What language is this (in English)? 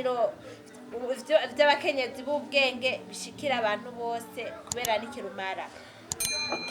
Rundi